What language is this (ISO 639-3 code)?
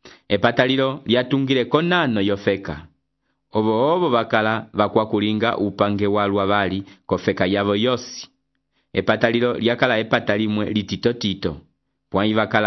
umb